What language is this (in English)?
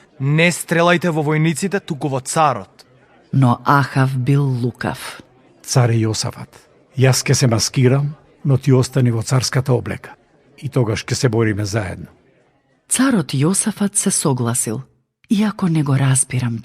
Macedonian